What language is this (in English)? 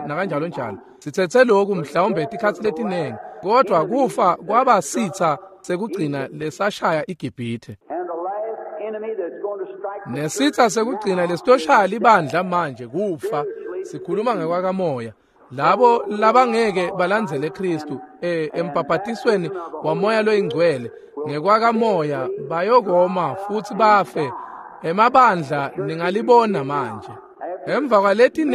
Swati